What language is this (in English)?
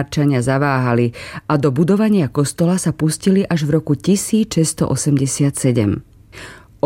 Slovak